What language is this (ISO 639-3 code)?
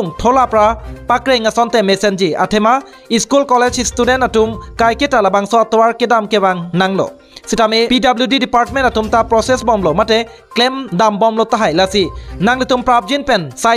mjw